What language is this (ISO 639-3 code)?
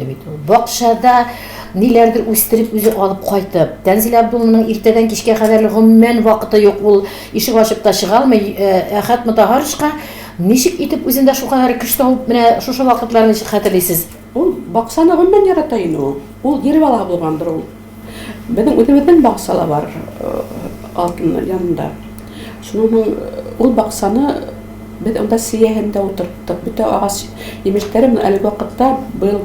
tat